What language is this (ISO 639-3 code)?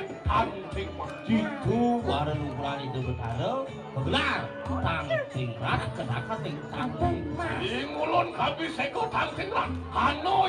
ban